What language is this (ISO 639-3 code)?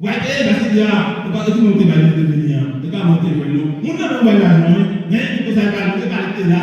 hat